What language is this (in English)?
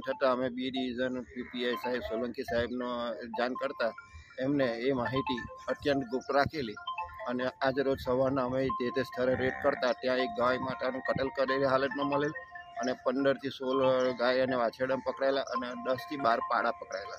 Gujarati